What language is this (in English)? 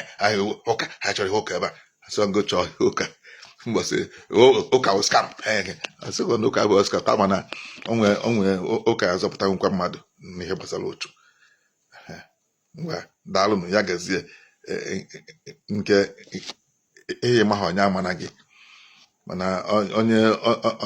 Igbo